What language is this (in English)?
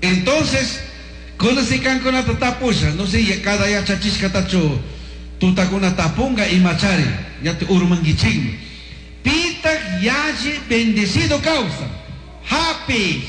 Chimborazo Highland Quichua